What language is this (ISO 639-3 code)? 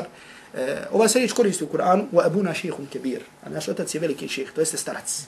bos